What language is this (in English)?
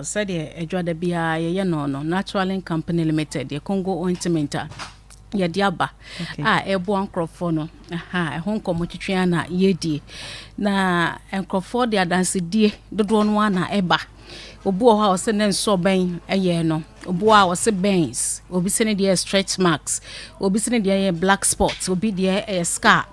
Akan